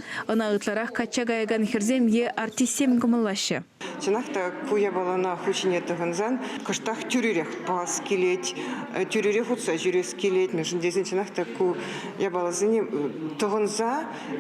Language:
Chuvash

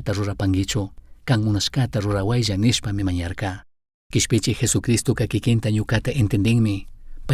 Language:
Chimborazo Highland Quichua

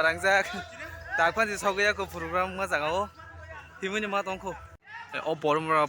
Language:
Kok Borok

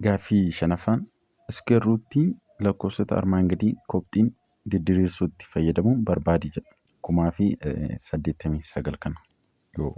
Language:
Oromo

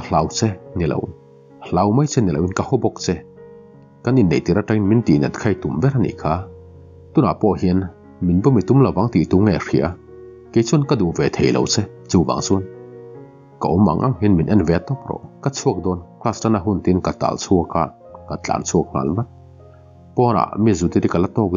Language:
Mizo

